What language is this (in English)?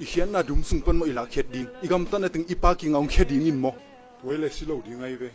Tedim Chin